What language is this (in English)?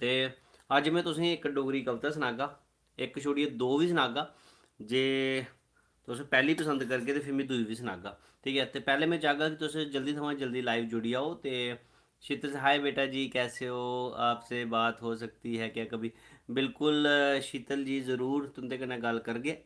Dogri